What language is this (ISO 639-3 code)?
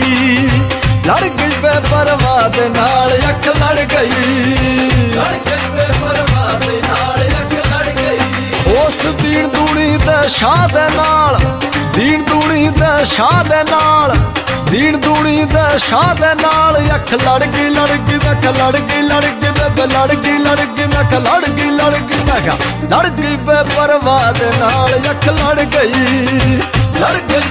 pan